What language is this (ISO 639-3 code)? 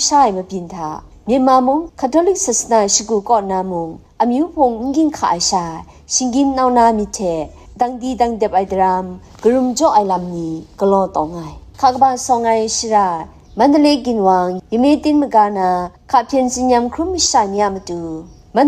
kac